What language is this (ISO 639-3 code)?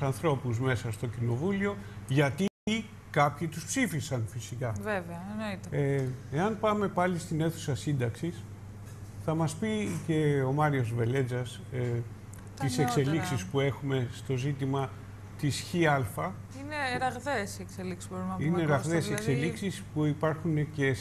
ell